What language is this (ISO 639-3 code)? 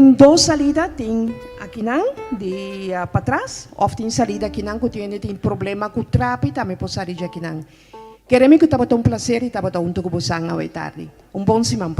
pap